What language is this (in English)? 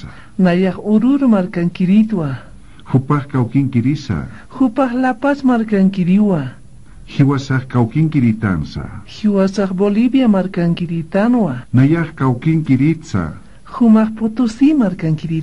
Aymara